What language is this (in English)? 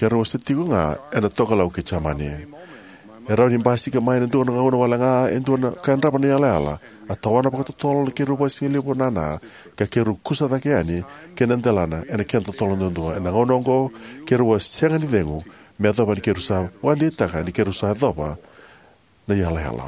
Fijian